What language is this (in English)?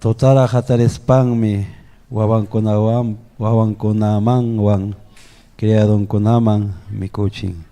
Ayacucho Quechua